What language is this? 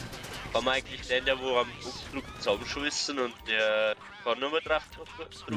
Bavarian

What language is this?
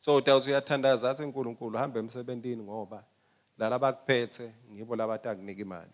Swati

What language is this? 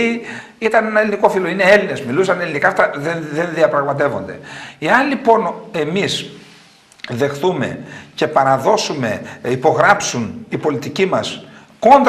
Greek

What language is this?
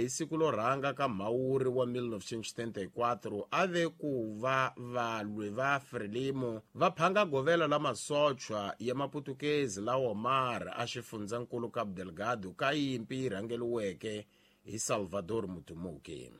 Tsonga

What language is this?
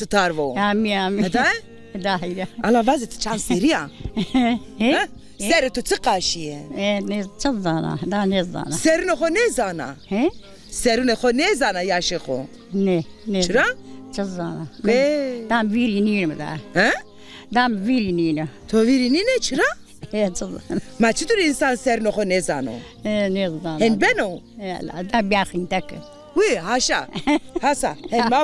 Zaza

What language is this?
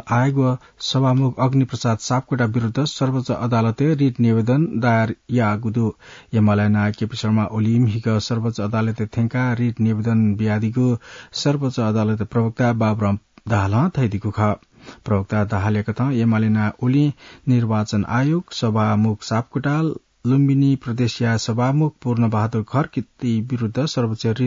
Newari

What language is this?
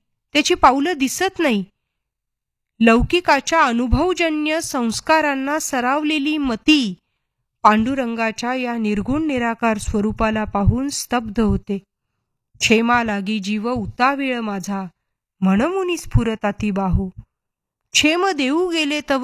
Marathi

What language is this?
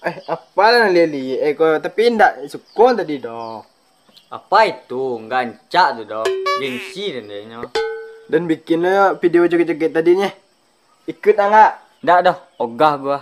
Minangkabau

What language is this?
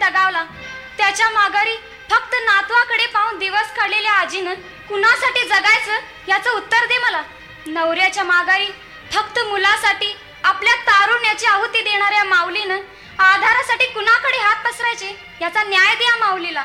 Marathi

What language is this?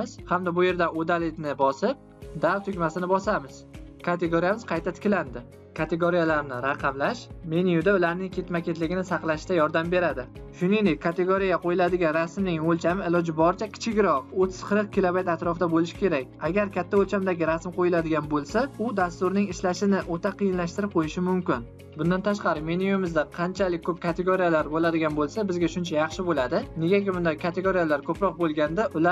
Uzbek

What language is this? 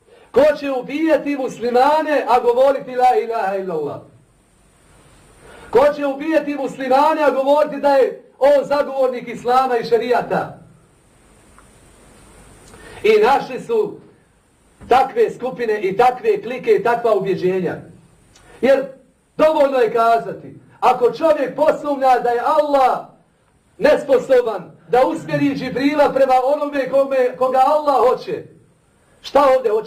Bosnian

